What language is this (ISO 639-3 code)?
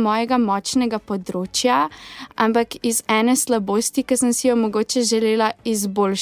slv